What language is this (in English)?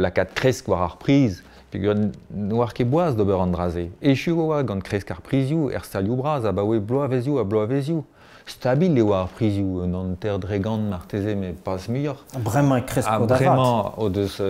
Breton